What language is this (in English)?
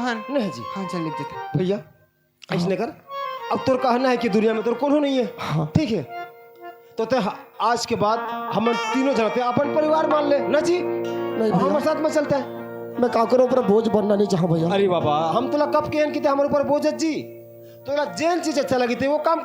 Chhattisgarhi